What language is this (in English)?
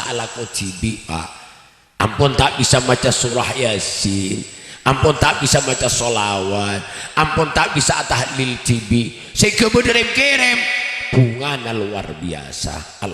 Madurese